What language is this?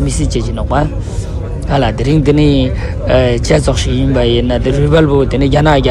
Ladakhi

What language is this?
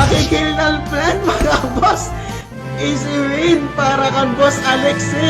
Waray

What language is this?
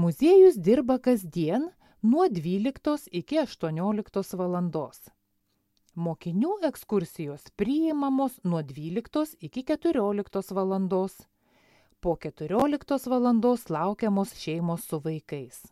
Lithuanian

